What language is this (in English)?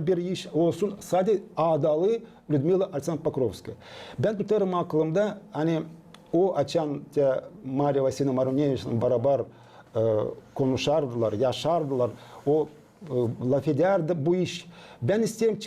Gagauz